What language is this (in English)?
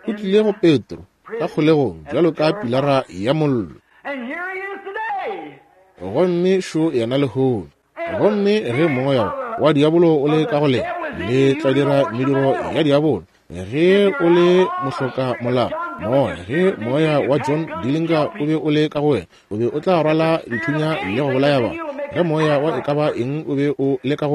Northern Sotho